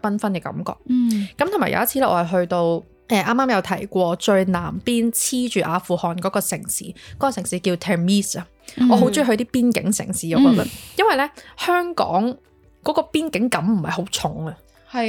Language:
Cantonese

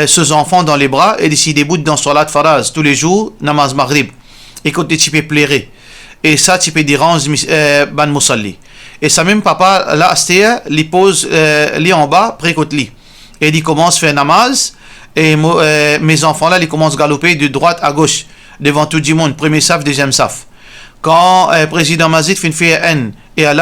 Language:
Morisyen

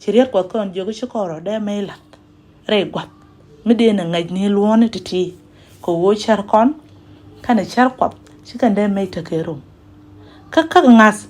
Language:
Nuer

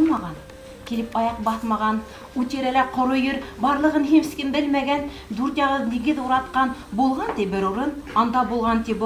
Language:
Bashkir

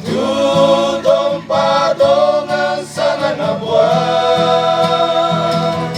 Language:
Toraja-Sa'dan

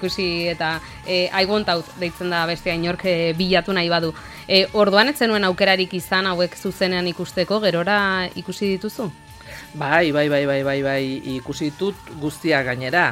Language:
Basque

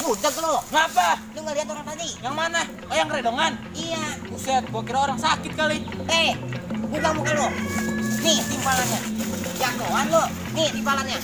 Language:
Betawi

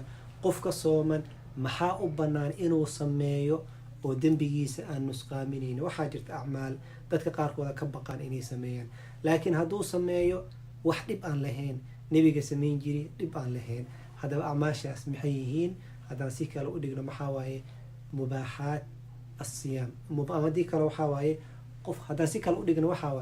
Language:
Somali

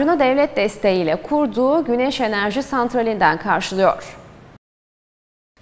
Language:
Turkish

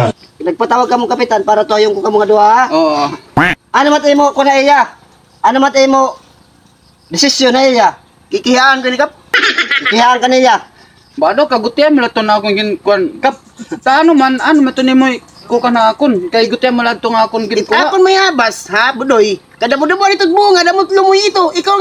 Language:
Waray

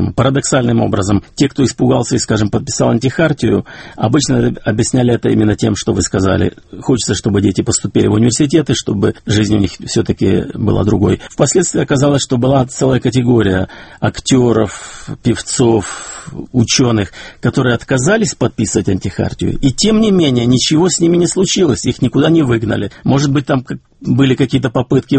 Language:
Russian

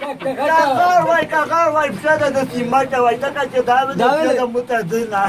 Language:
Pashto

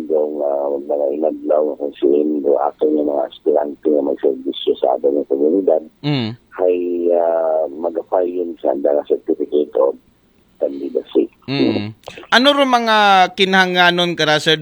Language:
Aklanon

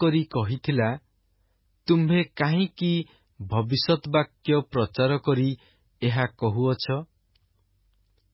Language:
Odia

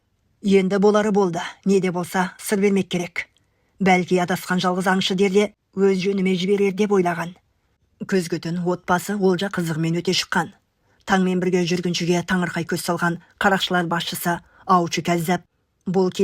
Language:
Kazakh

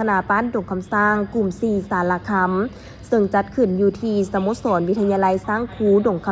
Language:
Lao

